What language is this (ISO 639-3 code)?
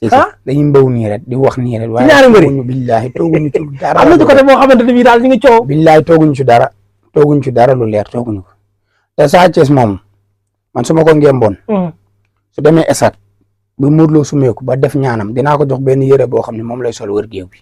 wol